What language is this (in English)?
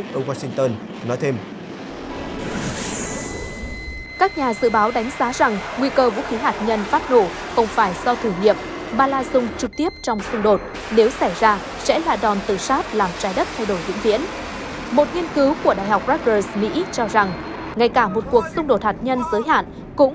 Vietnamese